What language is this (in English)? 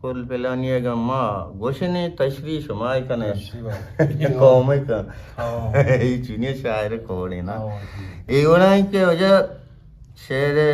Eastern Balochi